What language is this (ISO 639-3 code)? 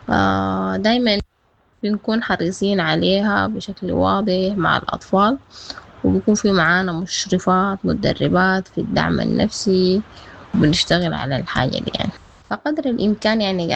apd